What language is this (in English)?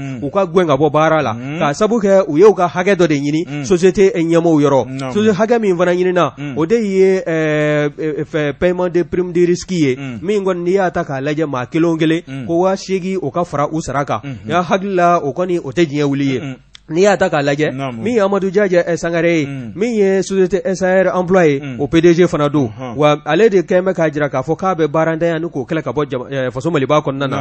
Bambara